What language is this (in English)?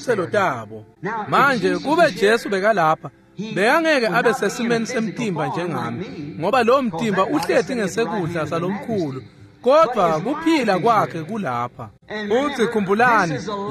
Swati